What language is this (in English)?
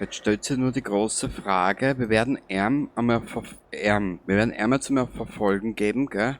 Bavarian